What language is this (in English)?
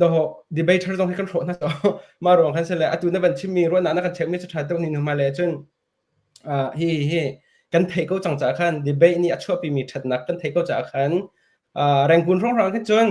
Hakha Chin